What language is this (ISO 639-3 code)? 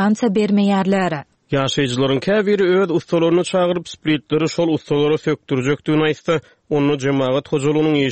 tuk